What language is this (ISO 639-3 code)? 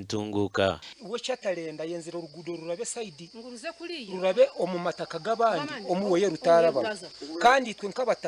nyn